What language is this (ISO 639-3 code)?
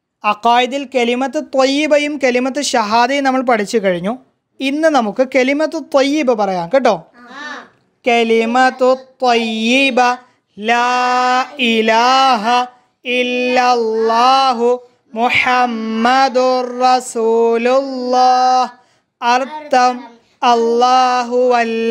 mal